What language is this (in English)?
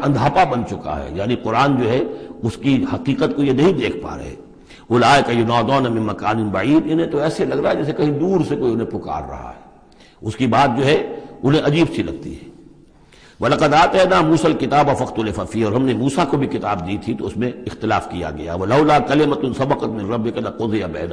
Urdu